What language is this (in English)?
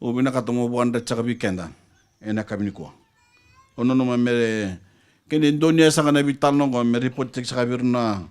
Fijian